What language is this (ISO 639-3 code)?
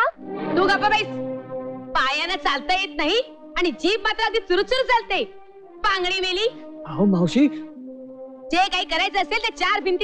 mar